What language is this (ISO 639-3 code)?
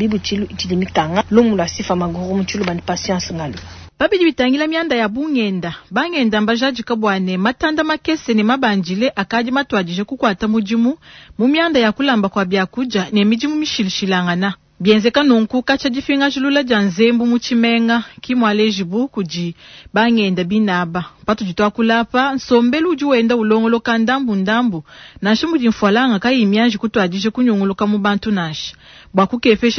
lua